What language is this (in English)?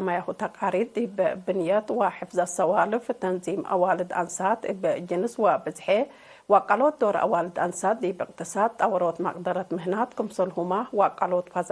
Tigre